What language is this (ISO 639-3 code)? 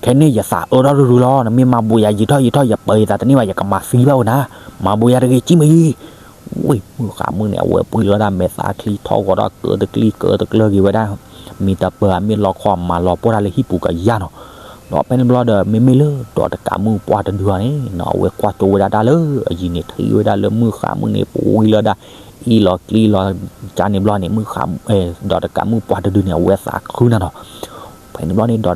ksw